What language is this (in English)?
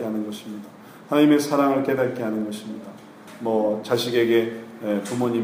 Korean